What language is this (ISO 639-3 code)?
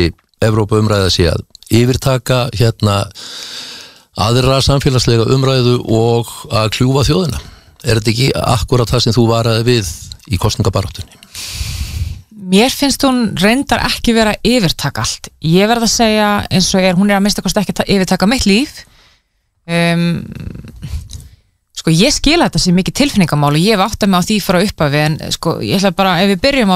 isl